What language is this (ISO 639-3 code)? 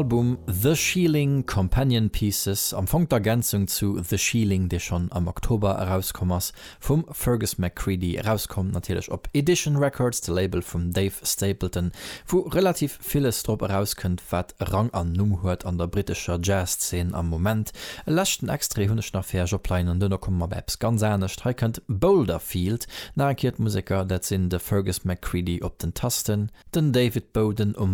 ltz